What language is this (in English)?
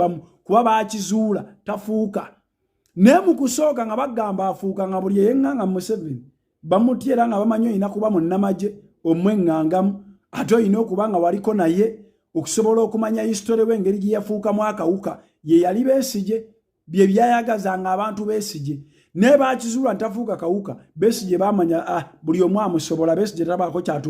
Ganda